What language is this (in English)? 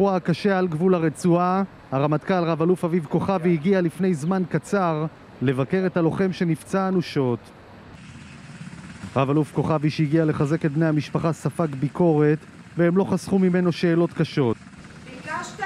Hebrew